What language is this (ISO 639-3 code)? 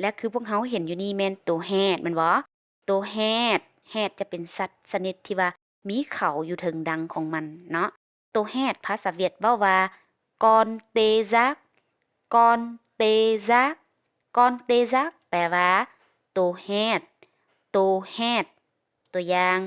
lao